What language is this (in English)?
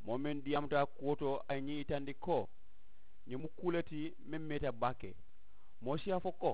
Mandingo